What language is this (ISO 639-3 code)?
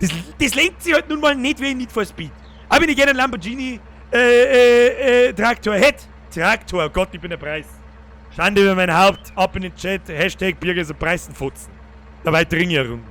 bar